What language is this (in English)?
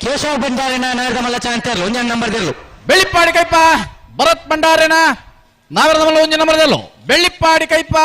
Tulu